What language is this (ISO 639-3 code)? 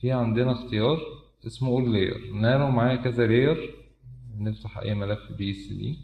arz